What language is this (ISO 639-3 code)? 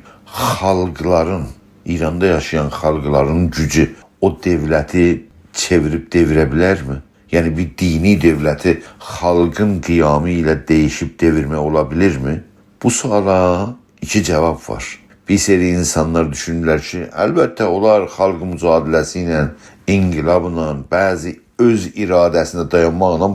azb